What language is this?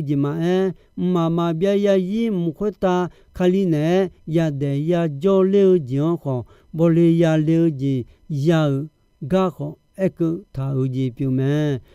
Akha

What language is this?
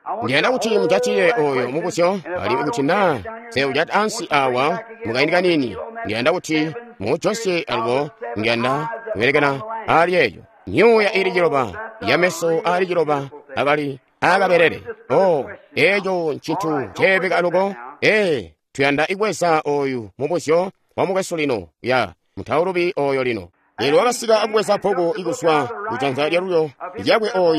Tonga (Zambia)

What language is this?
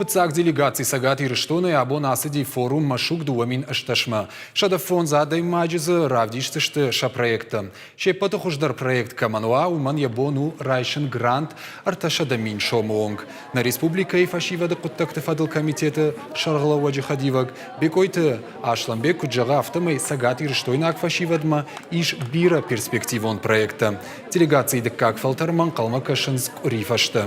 Ossetic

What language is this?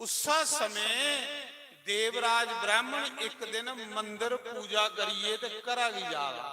Dogri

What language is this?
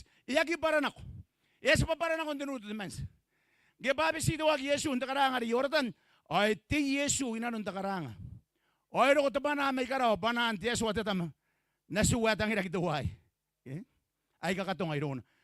Gilbertese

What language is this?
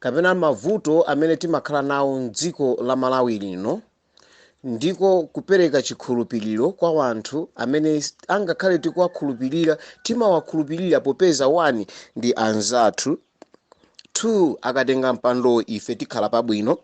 Nyanja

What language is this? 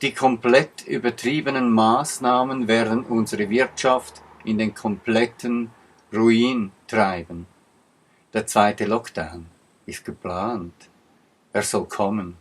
Swiss German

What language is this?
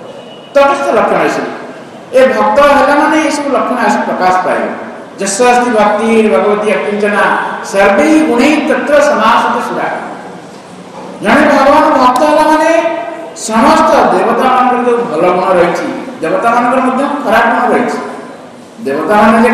Odia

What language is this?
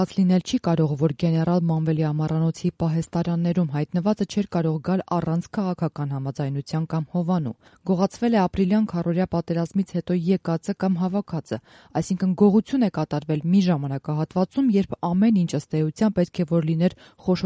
Armenian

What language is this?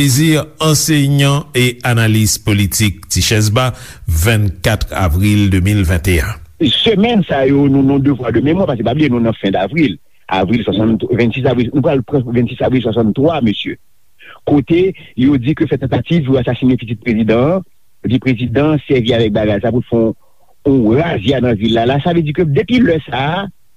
Haitian Creole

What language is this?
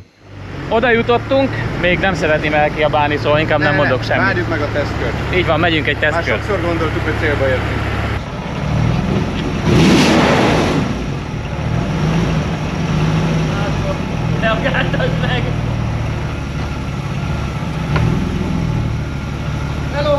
Hungarian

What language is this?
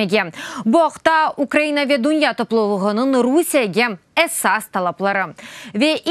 Crimean Tatar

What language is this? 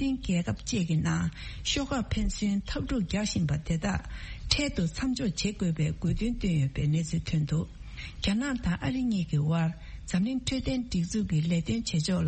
Tibetan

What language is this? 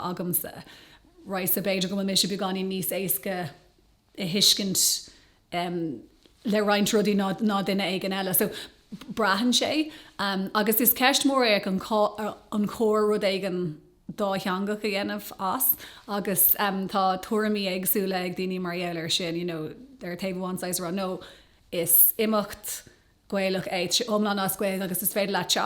Irish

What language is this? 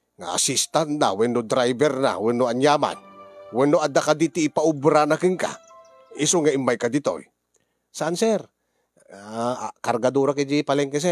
Iloko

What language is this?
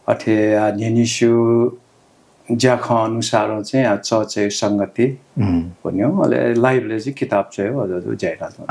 Newari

